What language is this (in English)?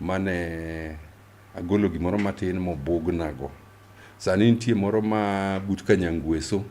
Luo (Kenya and Tanzania)